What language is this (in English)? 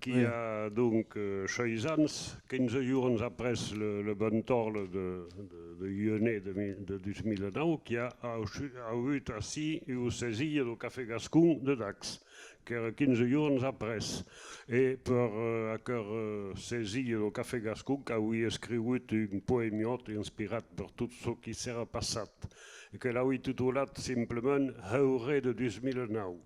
Occitan